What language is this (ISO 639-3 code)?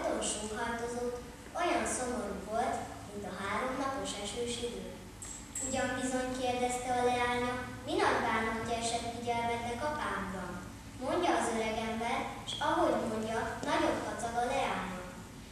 hun